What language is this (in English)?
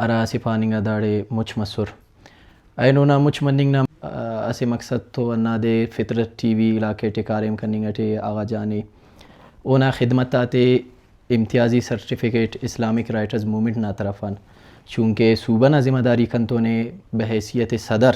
Brahui